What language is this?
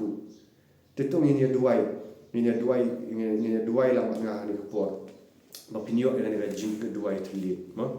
Khasi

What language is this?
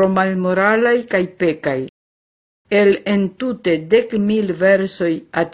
Esperanto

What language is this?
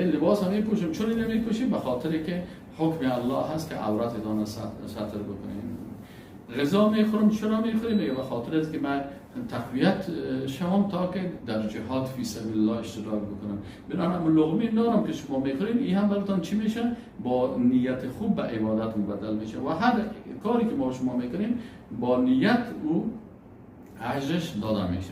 Persian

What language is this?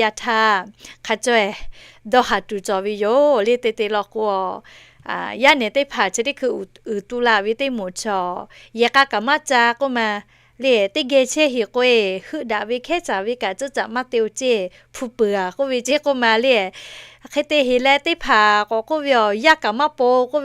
Lahu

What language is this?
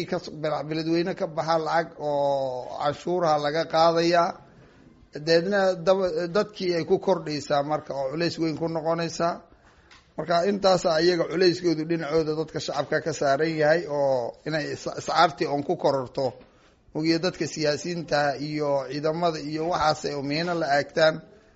Somali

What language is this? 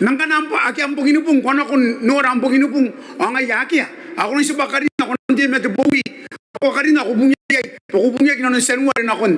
Gilbertese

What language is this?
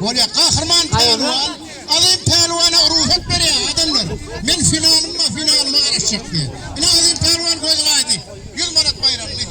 Turkmen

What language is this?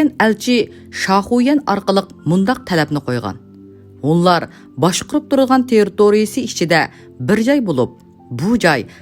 Uyghur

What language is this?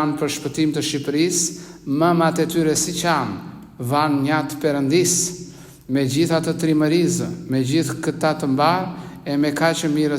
Albanian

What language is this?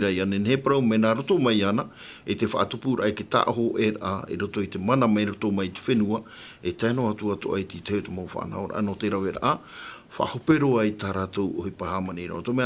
Tahitian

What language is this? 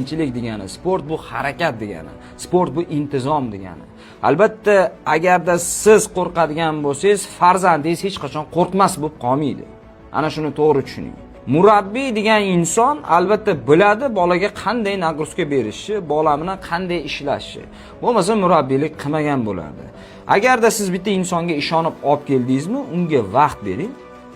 Uzbek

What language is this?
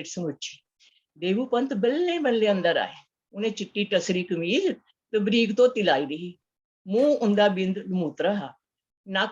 Dogri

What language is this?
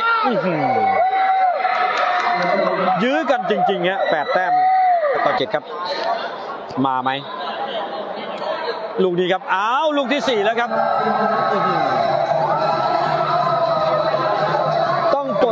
Thai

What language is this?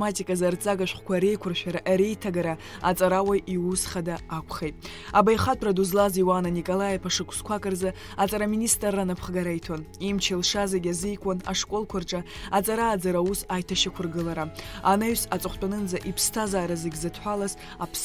Abkhazian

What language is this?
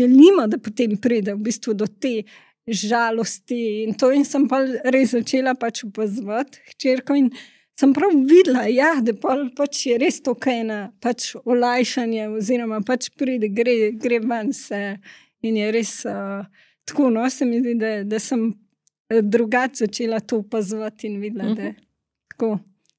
Slovenian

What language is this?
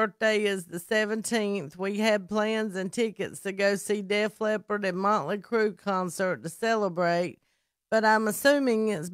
English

